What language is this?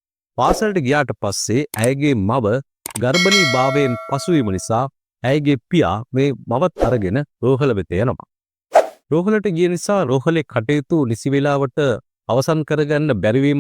Sinhala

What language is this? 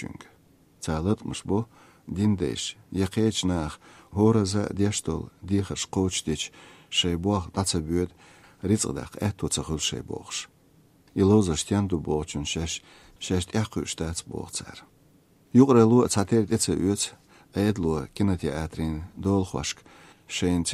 Chechen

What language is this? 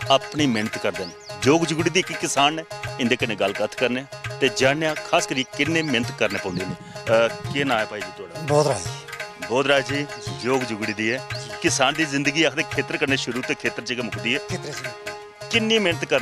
Dogri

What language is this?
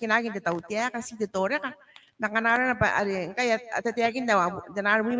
Gilbertese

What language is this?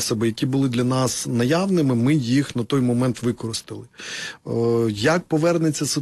Ukrainian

